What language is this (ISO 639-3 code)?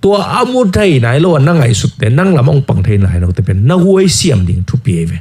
ctd